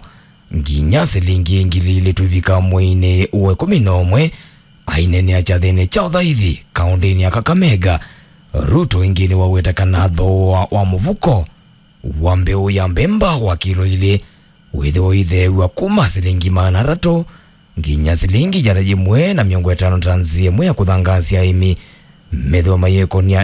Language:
Kamba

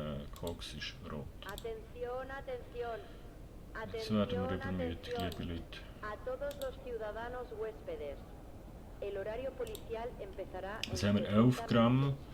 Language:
Swiss German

